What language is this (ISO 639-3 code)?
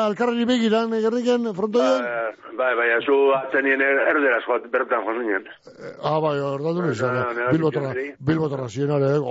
eus